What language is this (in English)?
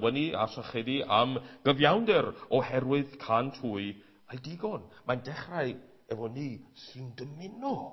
Welsh